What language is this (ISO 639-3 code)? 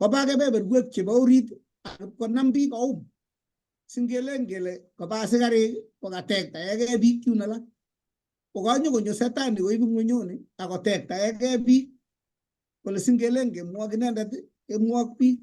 kln